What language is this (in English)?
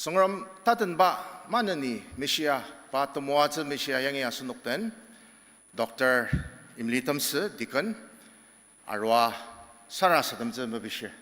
Ao Naga